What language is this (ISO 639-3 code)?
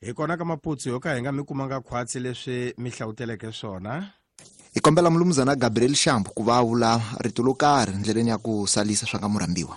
tso